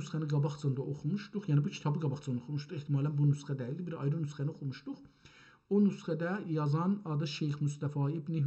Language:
South Azerbaijani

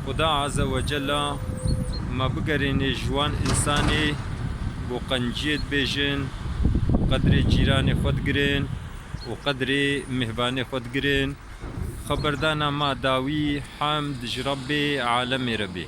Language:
Kurdish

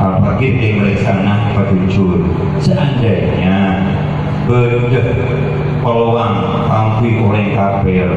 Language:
Madurese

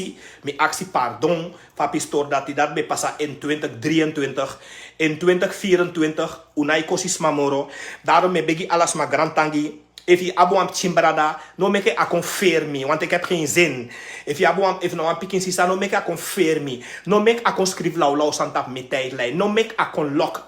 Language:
Sranan Tongo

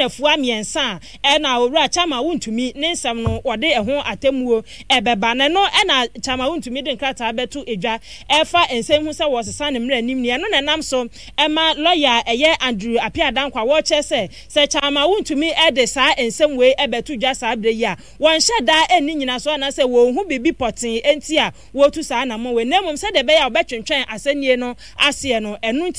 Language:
Akan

